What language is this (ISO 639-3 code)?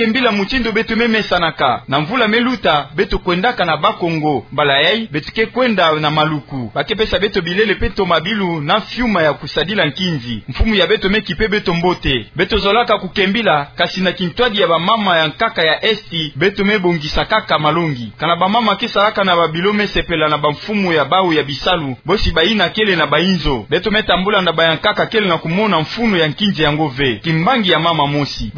ktu